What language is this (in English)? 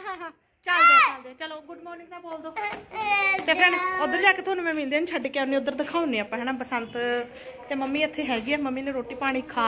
Punjabi